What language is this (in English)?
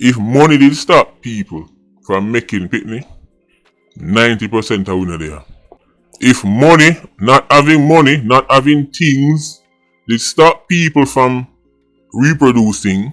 Jamaican Creole English